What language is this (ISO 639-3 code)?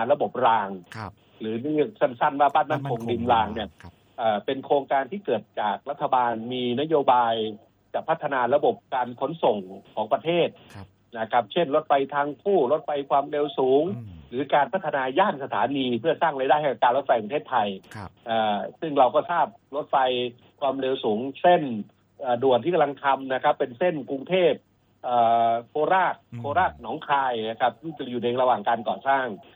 tha